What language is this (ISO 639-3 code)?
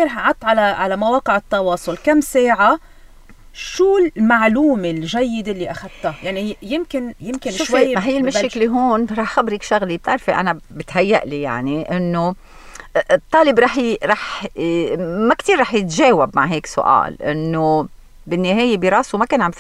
apc